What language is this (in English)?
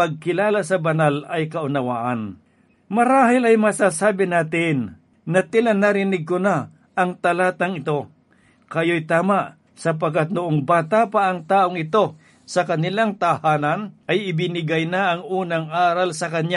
Filipino